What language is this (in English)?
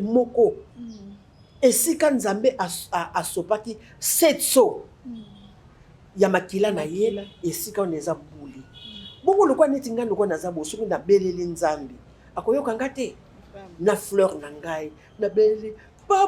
Lingala